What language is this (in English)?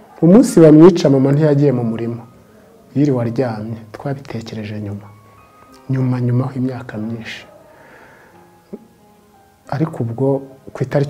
Kinyarwanda